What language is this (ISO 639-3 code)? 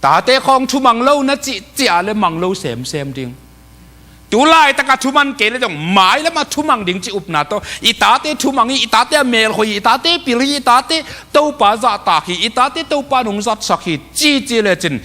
ctd